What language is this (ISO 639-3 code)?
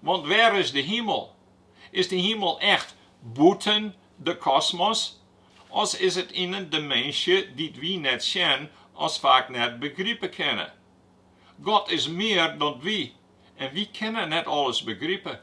fry